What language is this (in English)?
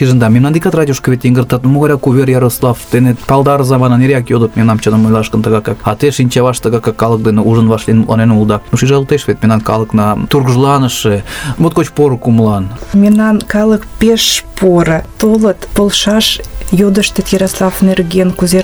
Mari